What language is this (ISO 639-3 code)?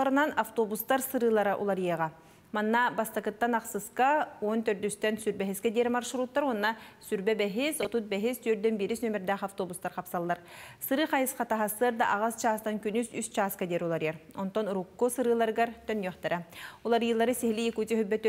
sah